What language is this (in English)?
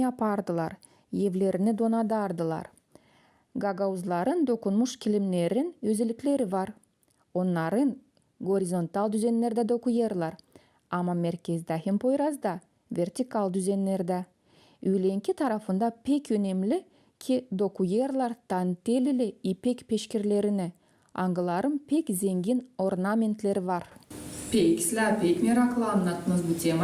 Gagauz